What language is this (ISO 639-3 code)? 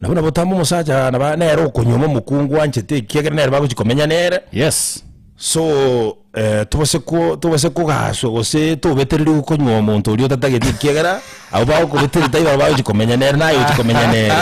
guz